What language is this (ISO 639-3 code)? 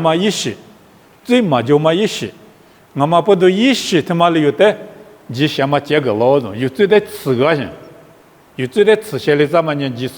lis